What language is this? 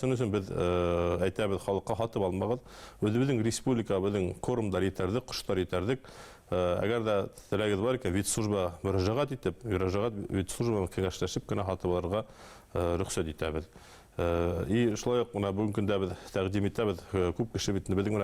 Bashkir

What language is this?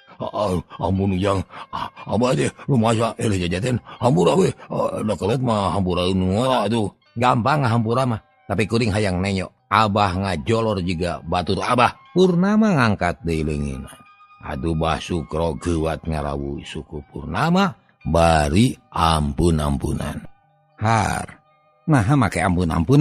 Sundanese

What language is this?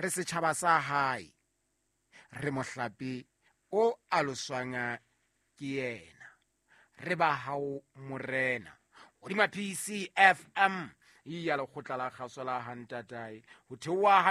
Southern Sotho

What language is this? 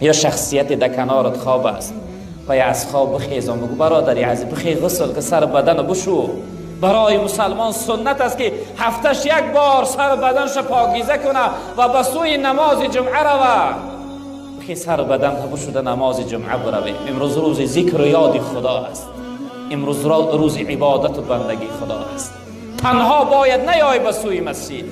Tajik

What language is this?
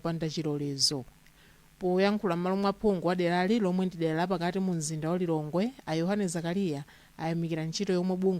Nyanja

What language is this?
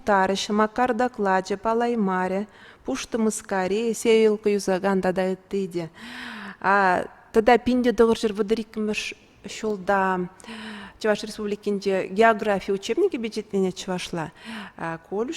Chuvash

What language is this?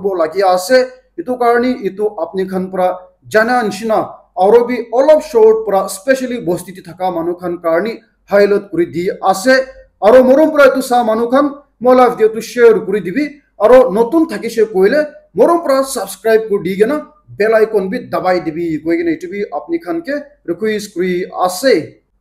Naga Pidgin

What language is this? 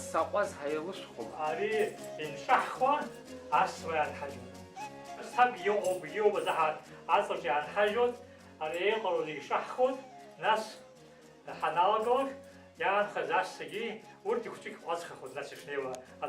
Abkhazian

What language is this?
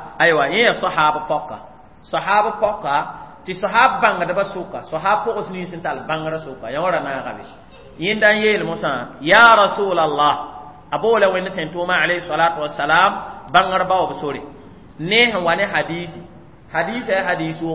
Mossi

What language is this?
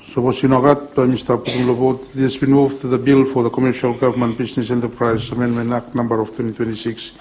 Bislama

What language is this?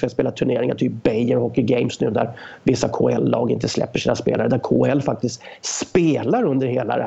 Swedish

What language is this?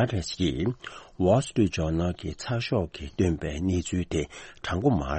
Tibetan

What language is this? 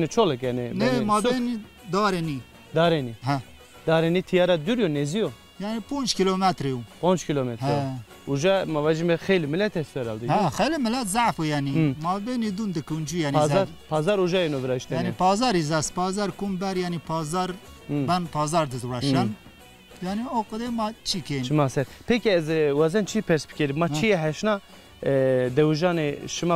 Zaza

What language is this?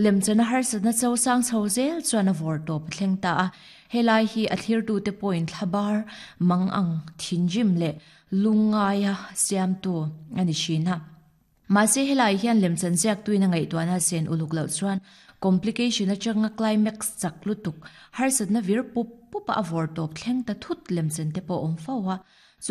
Mizo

